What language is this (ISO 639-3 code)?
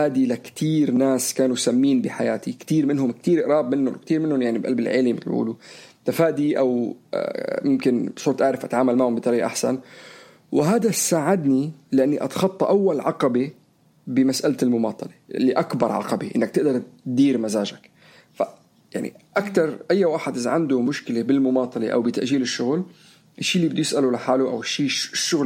apc